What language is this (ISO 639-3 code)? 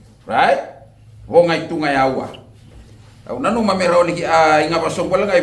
fij